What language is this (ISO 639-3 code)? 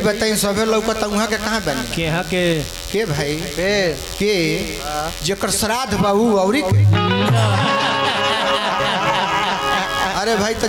bho